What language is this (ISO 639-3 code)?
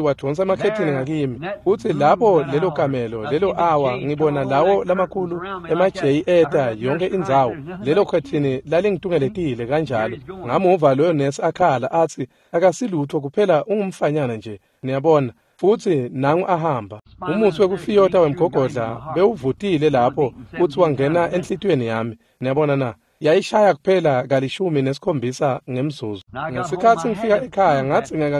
ssw